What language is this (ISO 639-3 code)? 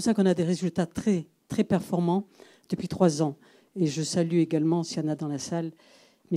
fra